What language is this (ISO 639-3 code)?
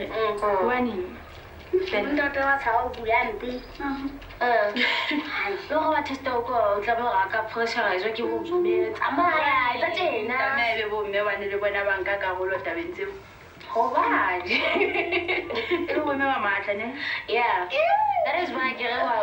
sot